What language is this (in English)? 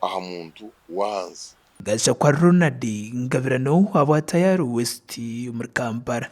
Nyankole